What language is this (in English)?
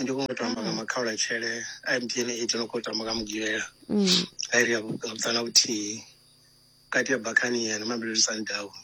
Venda